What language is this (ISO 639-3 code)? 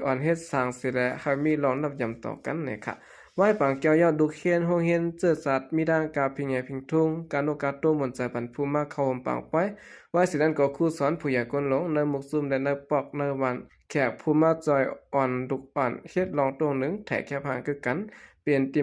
shn